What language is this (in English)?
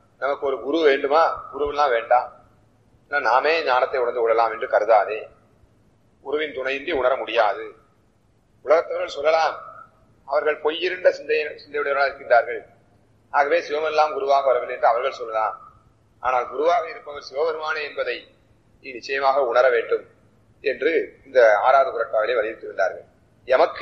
Tamil